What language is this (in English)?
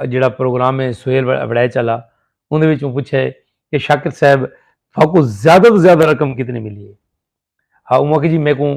Saraiki